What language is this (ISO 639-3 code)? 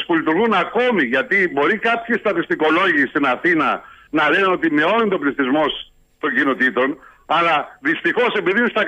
ell